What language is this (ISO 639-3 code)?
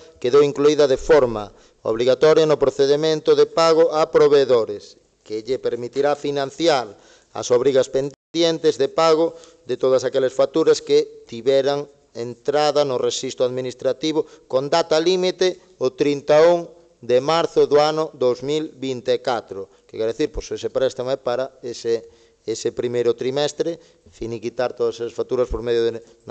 glg